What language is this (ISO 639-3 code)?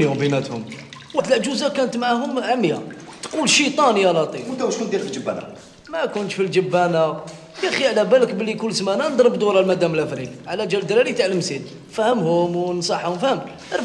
arq